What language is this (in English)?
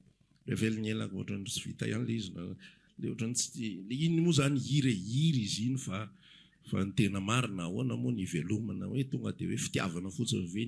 Malagasy